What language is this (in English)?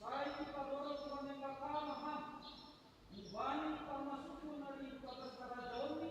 Batak Simalungun